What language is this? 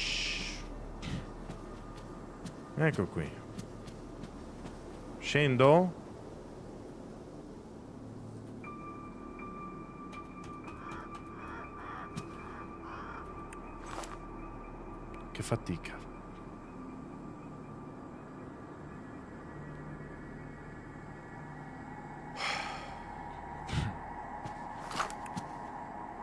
Italian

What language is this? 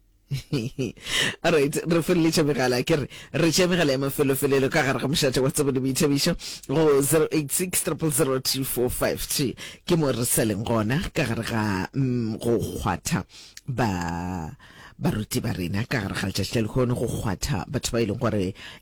Northern Sotho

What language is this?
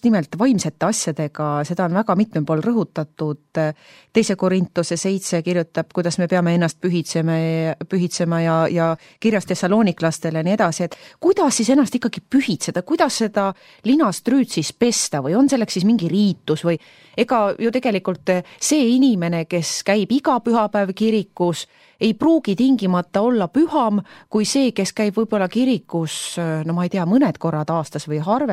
Estonian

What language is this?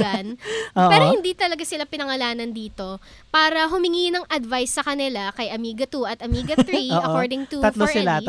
Filipino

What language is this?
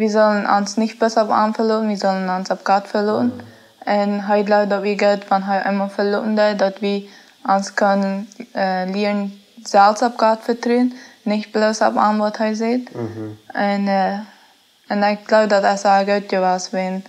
Plautdietsch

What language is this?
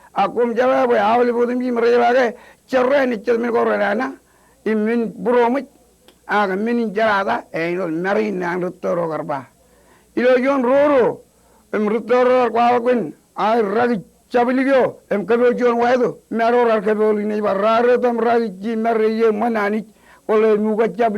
Marshallese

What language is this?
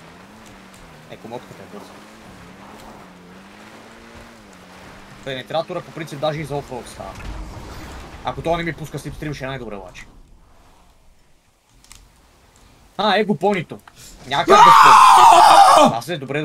Bulgarian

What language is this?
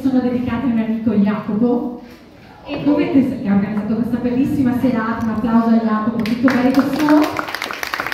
Italian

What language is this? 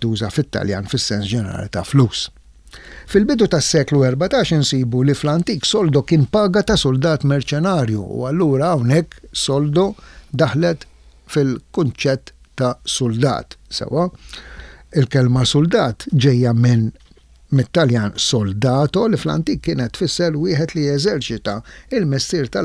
Maltese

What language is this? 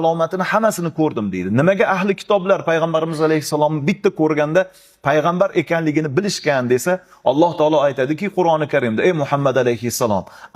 Uzbek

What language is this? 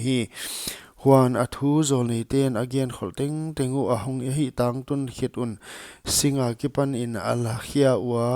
Paite Chin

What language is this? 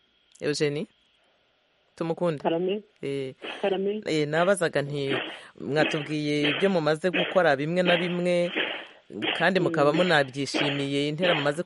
Kinyarwanda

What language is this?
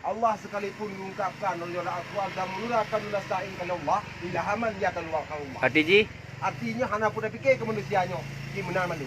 Achinese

